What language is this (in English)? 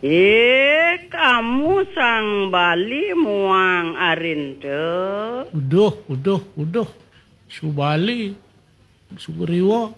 Balinese